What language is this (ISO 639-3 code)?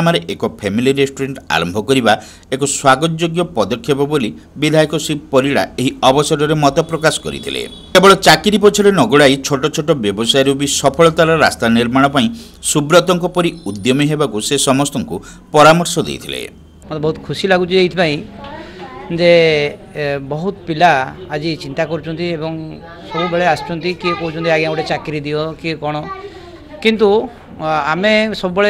ori